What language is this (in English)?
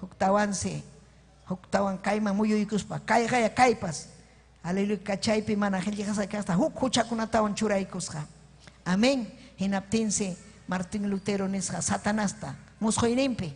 Ayacucho Quechua